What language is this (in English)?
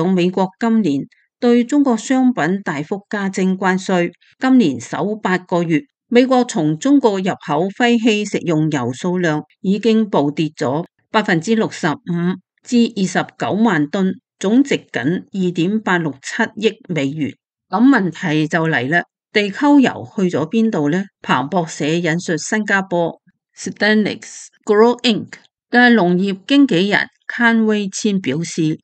Cantonese